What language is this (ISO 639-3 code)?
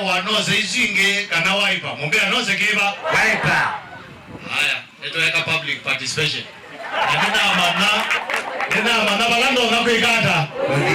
kam